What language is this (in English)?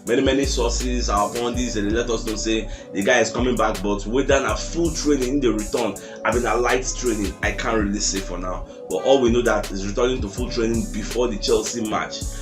Nigerian Pidgin